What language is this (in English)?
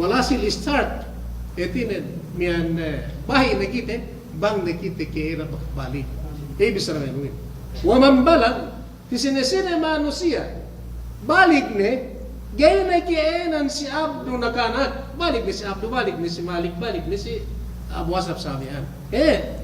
Yakan